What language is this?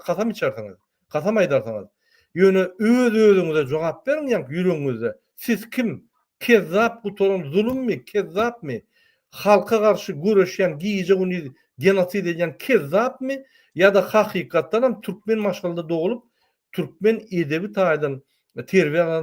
Turkmen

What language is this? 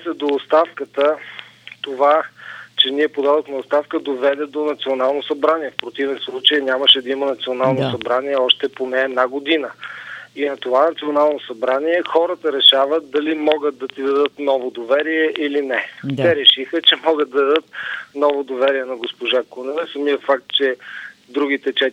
Bulgarian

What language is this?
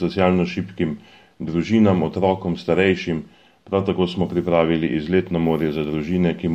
Slovenian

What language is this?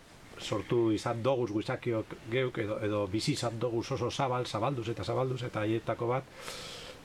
Basque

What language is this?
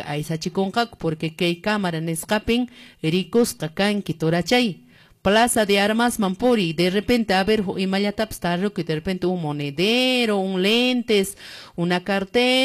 Quechua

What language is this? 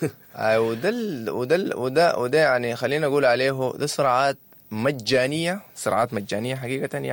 Sudanese Arabic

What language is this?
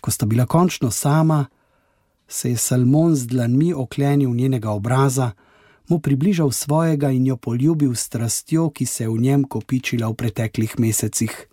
Slovenian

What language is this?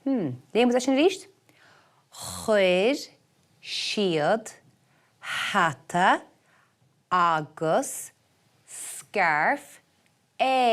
Irish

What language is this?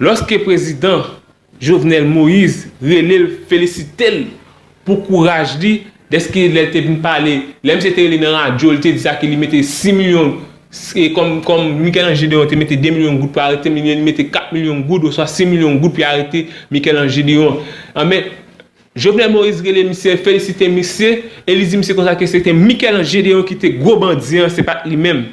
Haitian Creole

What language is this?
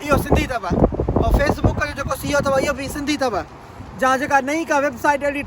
Sindhi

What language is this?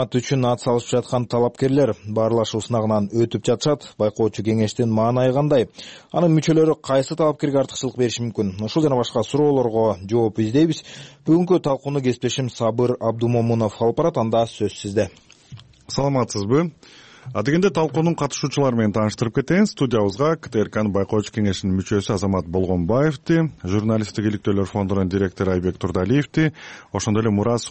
Kyrgyz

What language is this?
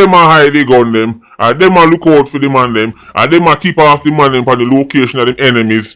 Jamaican Creole English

